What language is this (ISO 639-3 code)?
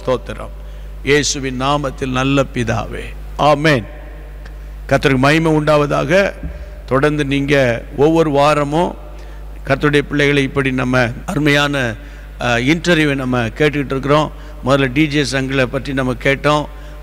tam